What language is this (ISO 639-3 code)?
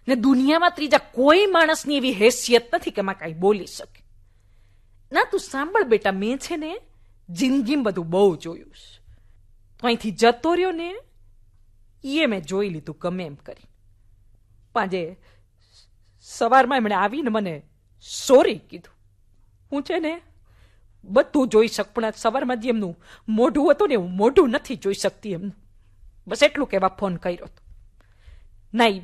guj